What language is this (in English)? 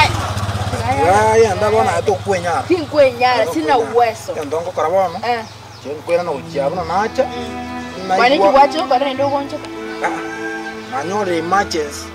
Gusii